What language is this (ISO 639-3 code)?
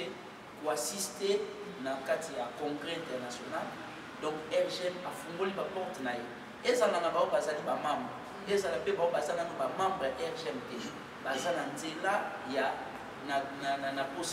lin